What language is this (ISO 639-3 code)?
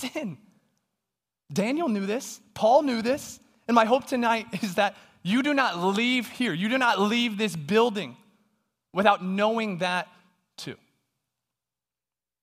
eng